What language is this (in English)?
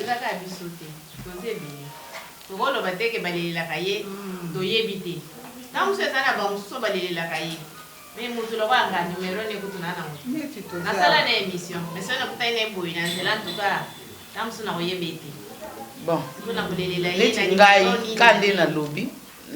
Lingala